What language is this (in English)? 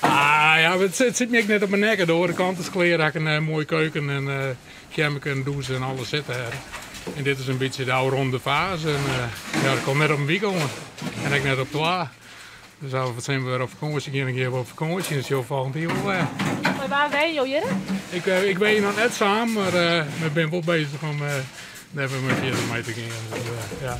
Western Frisian